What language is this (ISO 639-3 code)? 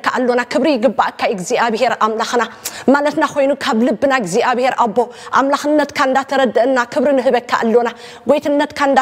tir